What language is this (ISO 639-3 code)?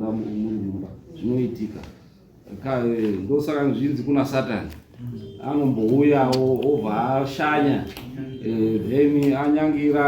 sna